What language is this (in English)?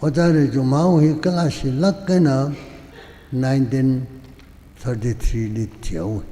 Tangkhul Naga (India)